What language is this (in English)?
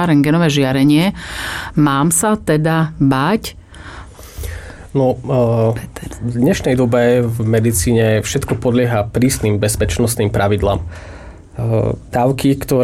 Slovak